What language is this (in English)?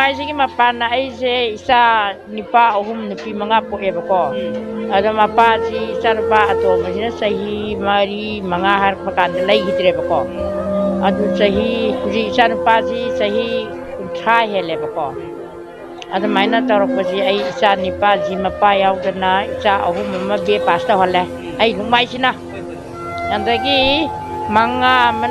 Manipuri